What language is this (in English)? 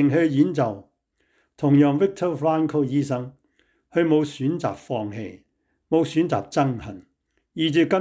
Cantonese